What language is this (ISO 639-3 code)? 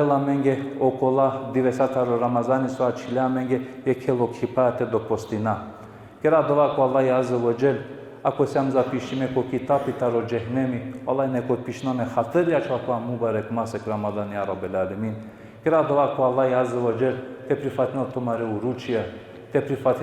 rmn